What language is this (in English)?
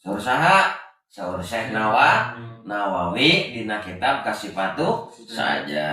Sundanese